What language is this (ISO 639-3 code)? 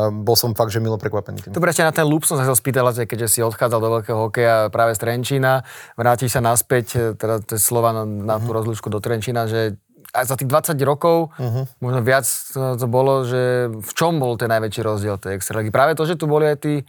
slk